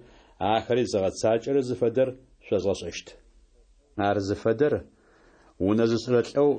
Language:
Adyghe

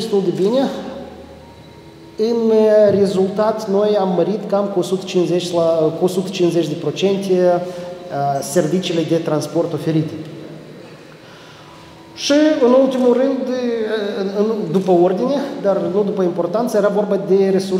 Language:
Romanian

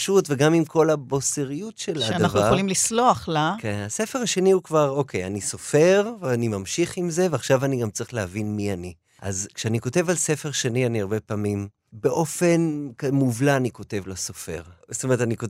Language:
Hebrew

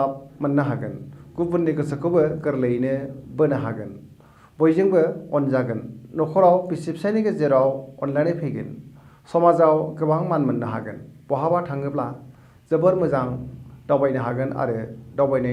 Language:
Bodo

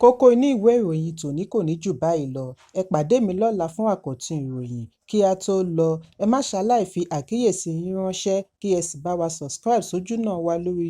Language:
Yoruba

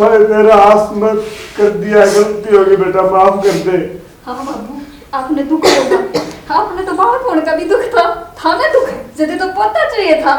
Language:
Haryanvi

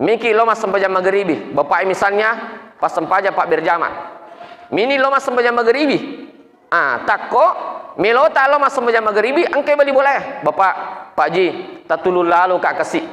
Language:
Buginese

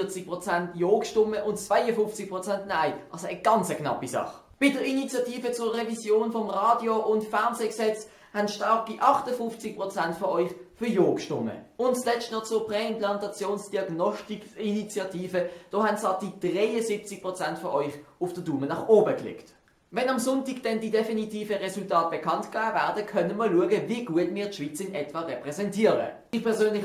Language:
Swiss German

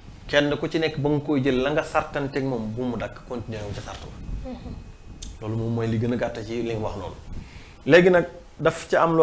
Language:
Wolof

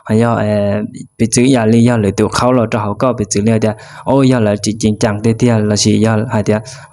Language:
Hmong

